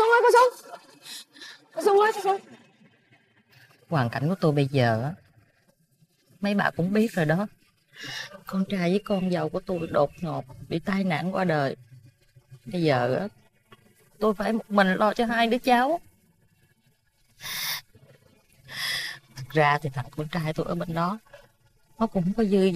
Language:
Vietnamese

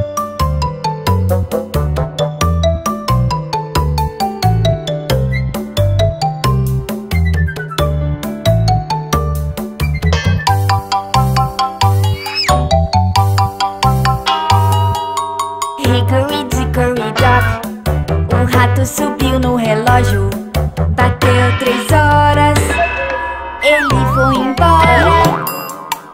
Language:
Portuguese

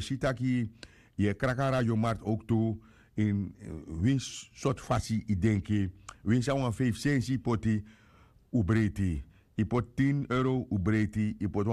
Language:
Sranan Tongo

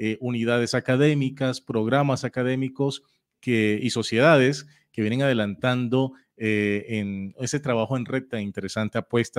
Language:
Spanish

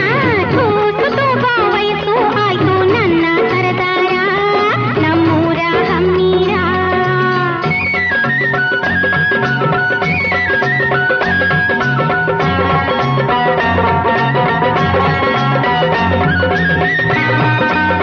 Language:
Kannada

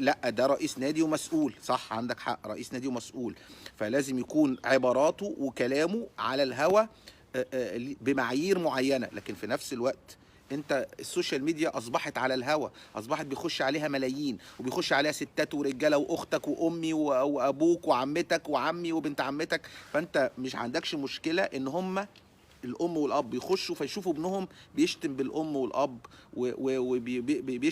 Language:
Egyptian Arabic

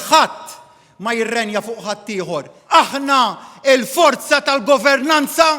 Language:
Maltese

